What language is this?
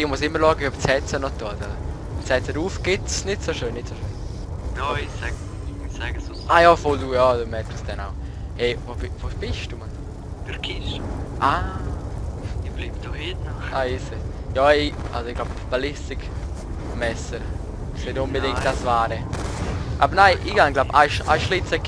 Swiss German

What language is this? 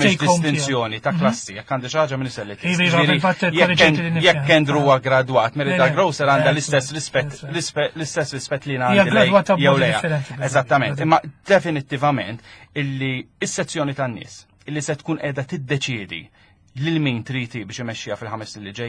Maltese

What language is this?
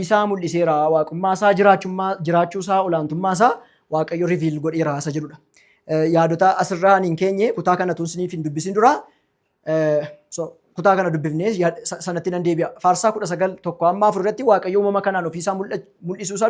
Oromo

